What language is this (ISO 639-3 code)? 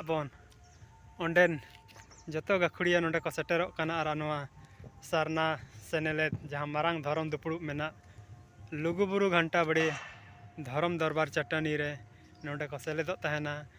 sat